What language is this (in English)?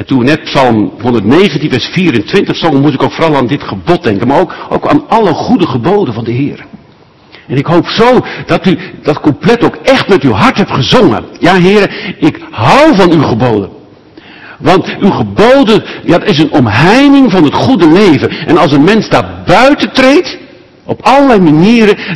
Dutch